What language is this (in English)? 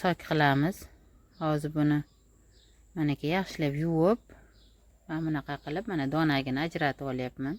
Uzbek